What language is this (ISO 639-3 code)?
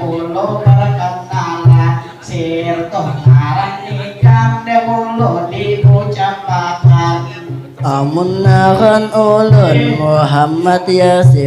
bjn